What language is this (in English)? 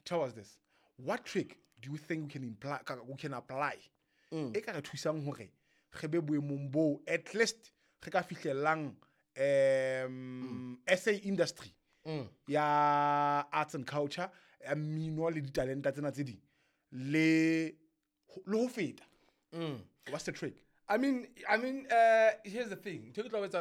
Southern Sotho